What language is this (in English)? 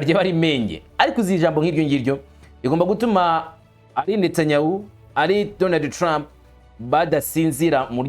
Kinyarwanda